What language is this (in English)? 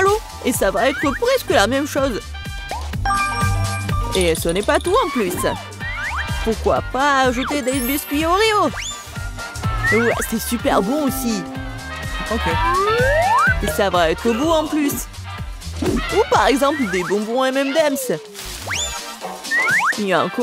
French